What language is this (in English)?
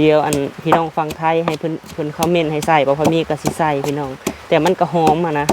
Lao